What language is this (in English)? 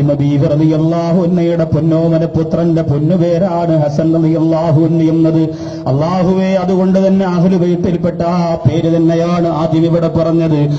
Malayalam